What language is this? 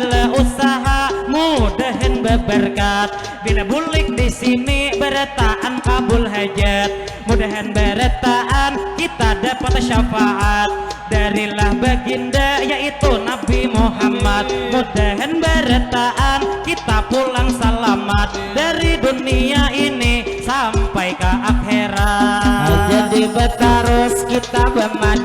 Banjar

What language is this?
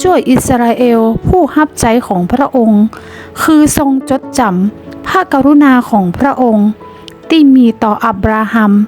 Northern Thai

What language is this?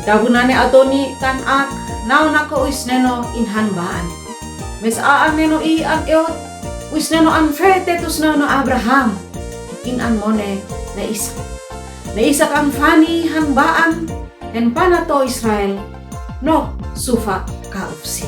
Uab Meto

